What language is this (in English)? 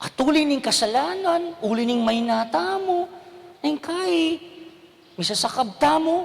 Pampanga